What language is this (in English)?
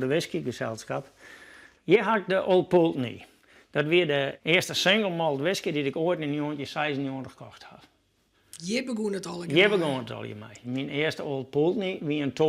Western Frisian